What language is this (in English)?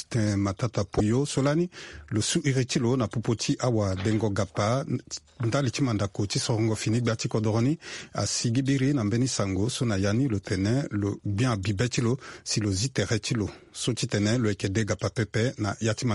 Sango